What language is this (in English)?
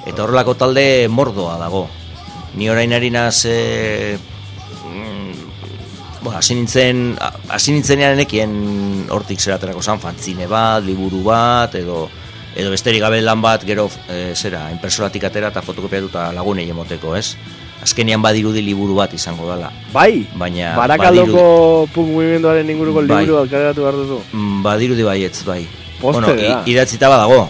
Basque